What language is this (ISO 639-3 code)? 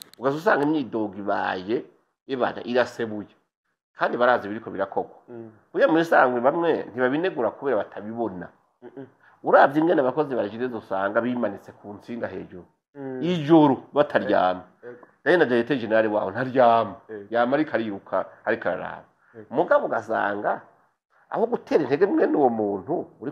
run